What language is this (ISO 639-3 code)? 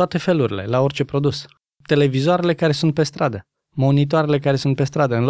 ron